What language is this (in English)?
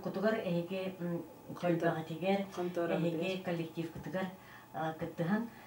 Yakut